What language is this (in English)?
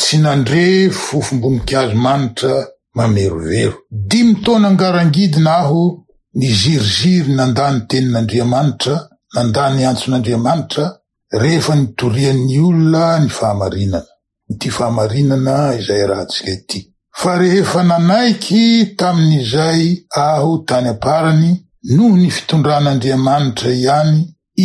Malagasy